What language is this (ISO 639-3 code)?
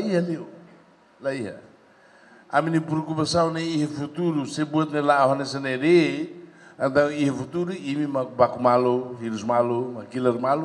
tet